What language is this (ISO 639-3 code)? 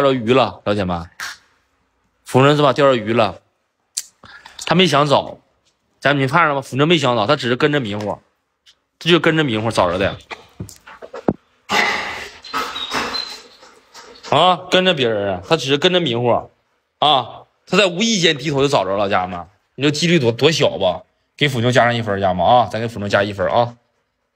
zho